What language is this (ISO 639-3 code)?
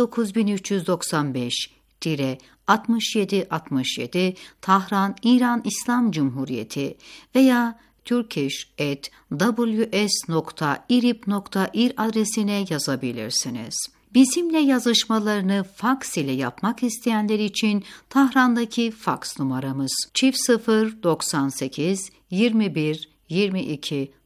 tur